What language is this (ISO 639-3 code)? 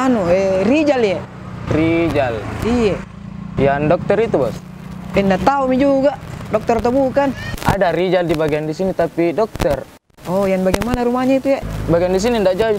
mfp